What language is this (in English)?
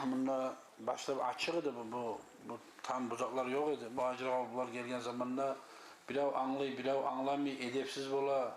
Kumyk